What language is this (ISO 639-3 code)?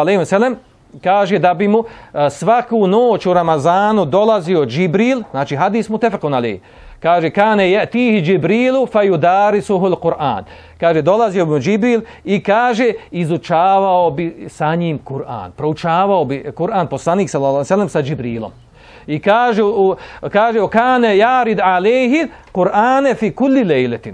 bos